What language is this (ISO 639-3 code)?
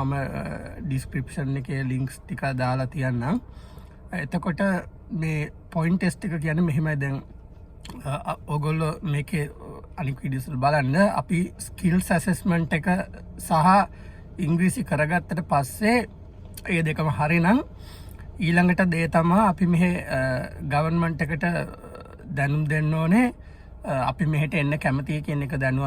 sin